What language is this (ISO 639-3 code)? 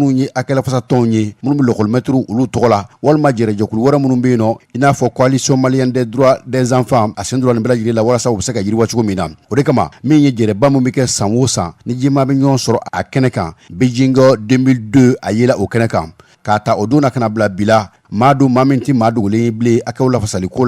bam